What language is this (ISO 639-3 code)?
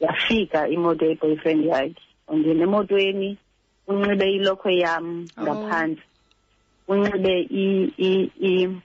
xho